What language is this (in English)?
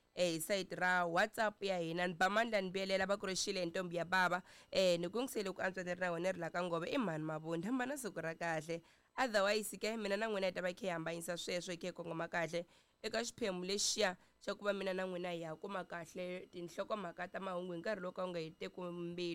Tsonga